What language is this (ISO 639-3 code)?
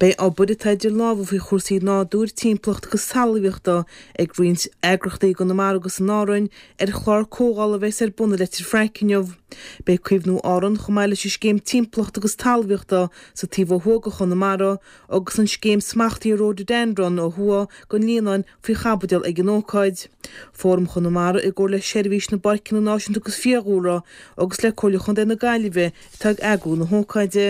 gle